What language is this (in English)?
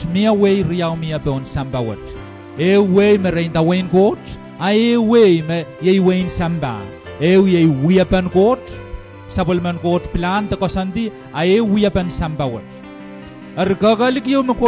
Pohnpeian